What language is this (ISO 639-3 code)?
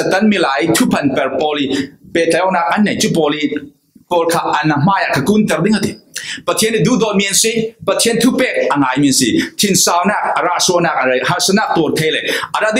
cfm